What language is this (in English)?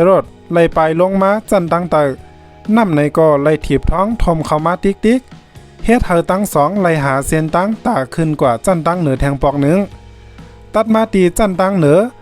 Shan